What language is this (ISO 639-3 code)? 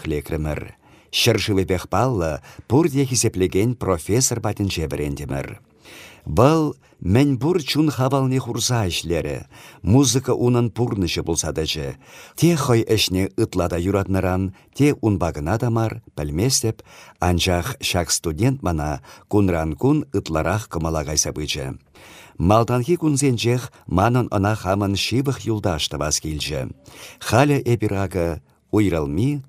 chv